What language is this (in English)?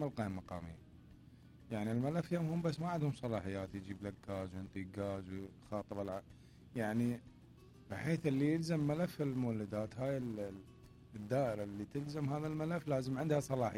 Mesopotamian Arabic